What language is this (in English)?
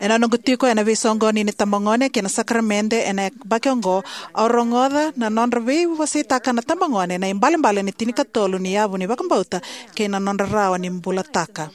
Fijian